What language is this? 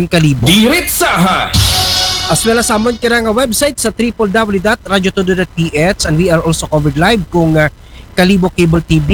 Aklanon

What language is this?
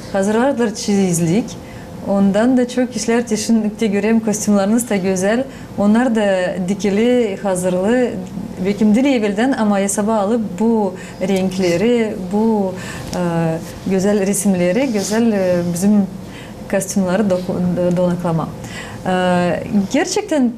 Gagauz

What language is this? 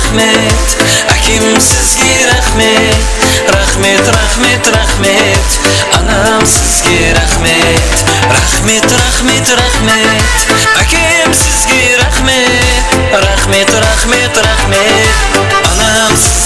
Kara-Kalpak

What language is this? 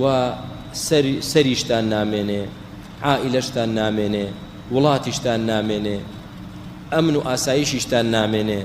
Central Kurdish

